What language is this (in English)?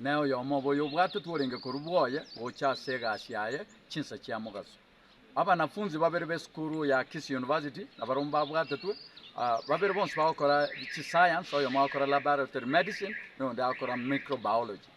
Gusii